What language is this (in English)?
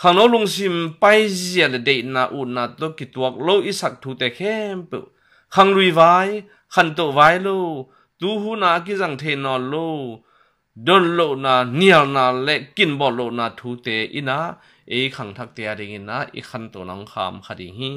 Tedim Chin